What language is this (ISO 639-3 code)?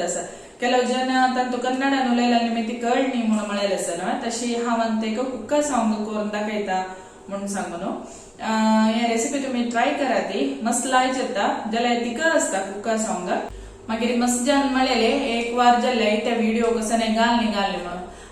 kok